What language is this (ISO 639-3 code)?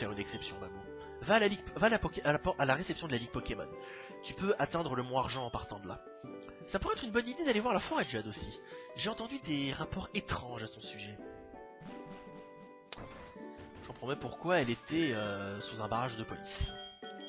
fra